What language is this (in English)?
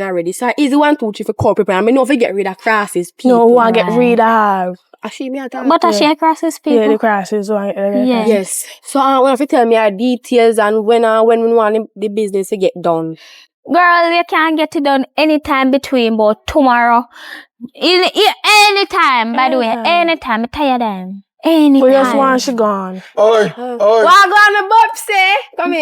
Jamaican Creole English